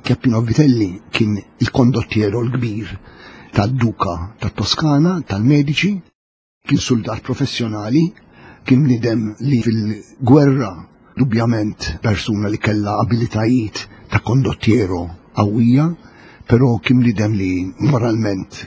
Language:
Maltese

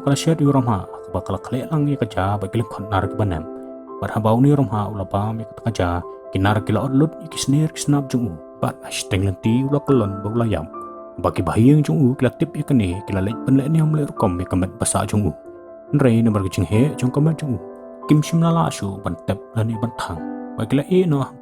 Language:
Khasi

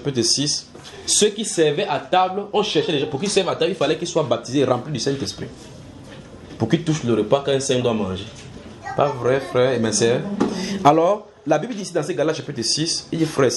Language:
French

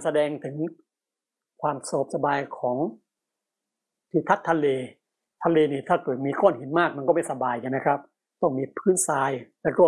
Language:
Thai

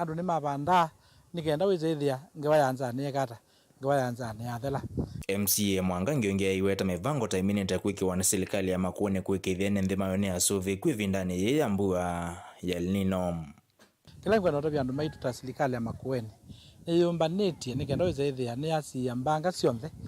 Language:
Kamba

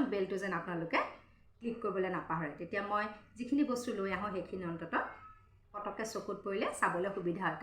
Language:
Assamese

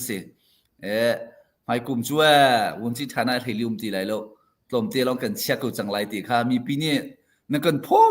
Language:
Hakha Chin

